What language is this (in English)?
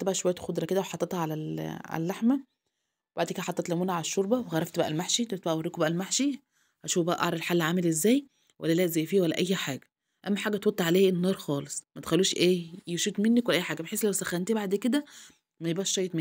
Egyptian Arabic